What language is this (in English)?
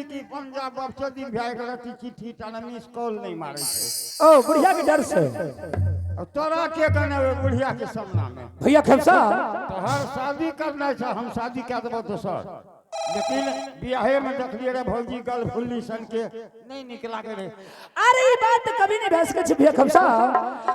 Angika